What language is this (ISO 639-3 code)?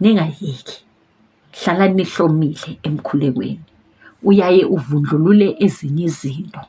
zul